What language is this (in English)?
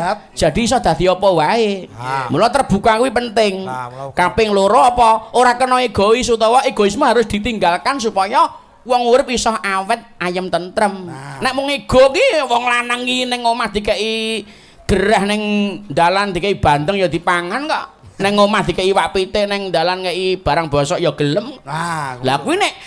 Javanese